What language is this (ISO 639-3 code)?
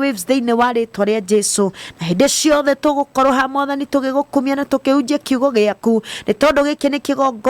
kik